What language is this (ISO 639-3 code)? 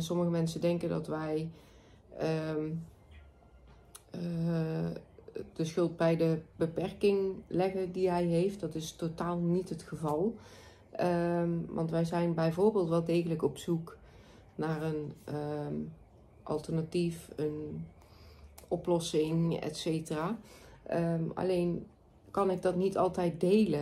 nld